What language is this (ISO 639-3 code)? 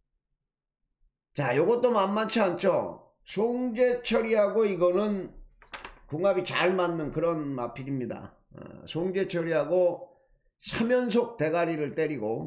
kor